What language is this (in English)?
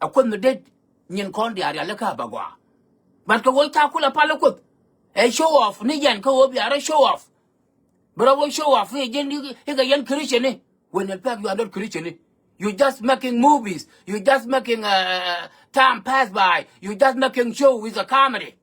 Nuer